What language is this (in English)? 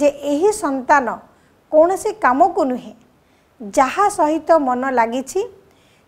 Odia